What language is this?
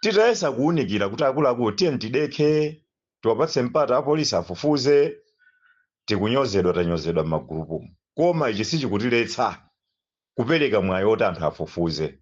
Nyanja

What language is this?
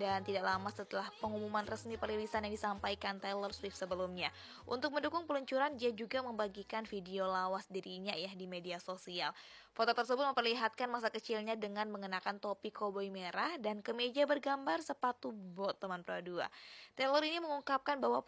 Indonesian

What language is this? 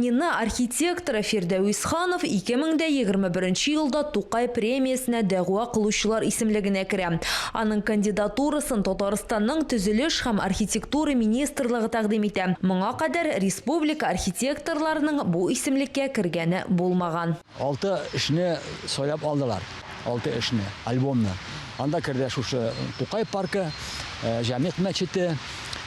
Tatar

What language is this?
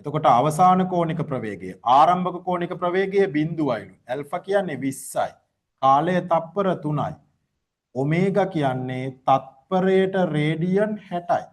Sinhala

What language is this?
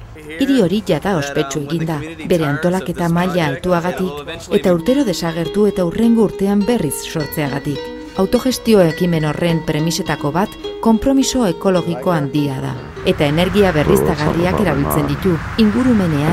Basque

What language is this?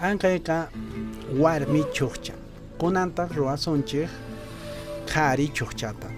Quechua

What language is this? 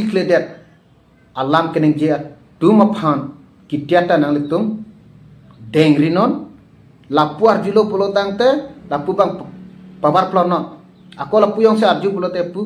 Karbi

